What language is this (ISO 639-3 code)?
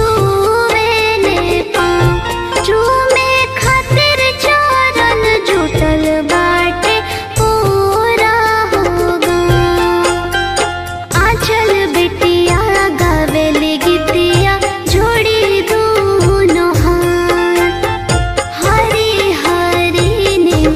bho